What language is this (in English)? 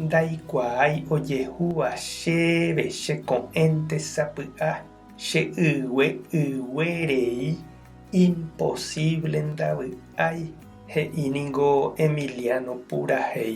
Guarani